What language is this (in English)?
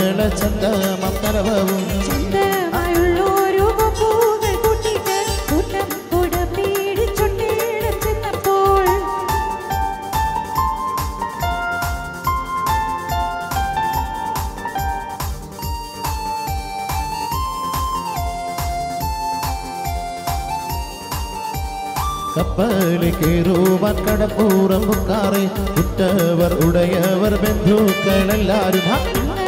Malayalam